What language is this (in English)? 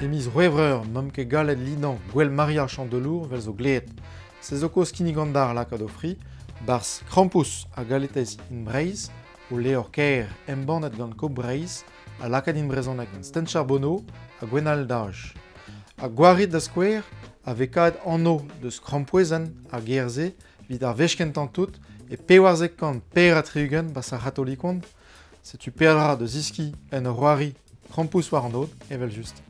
Breton